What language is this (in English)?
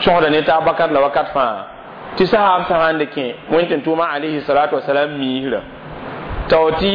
Mossi